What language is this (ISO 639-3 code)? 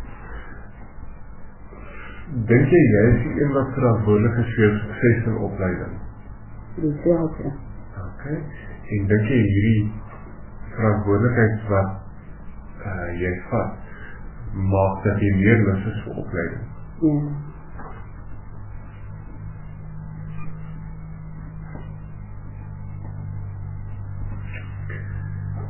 afr